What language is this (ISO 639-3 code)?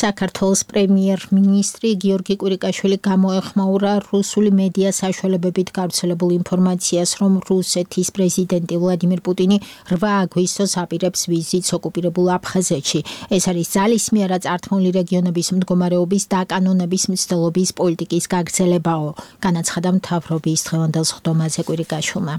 kat